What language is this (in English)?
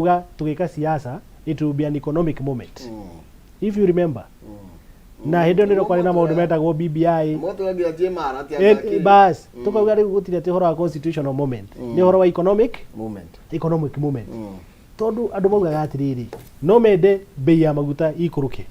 Kikuyu